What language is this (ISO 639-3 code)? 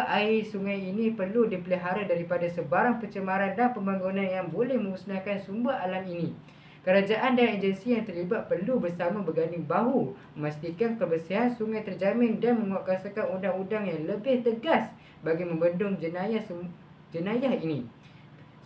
msa